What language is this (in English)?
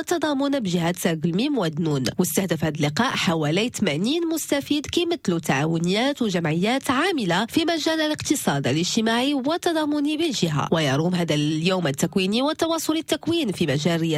Moroccan Arabic